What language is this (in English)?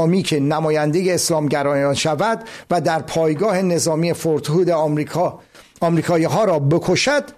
Persian